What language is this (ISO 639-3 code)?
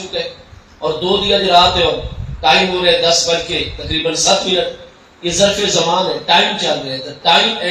skr